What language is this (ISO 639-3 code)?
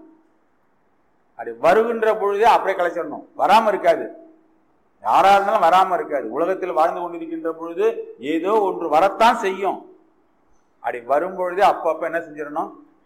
tam